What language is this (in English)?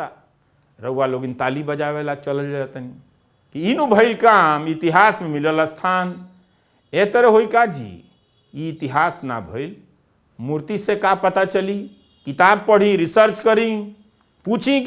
Bhojpuri